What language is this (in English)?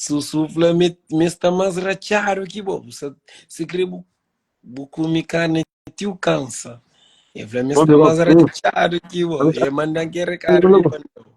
Kabuverdianu